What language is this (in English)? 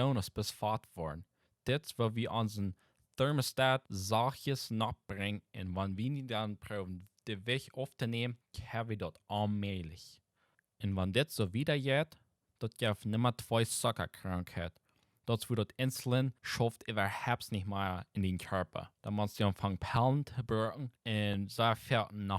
Plautdietsch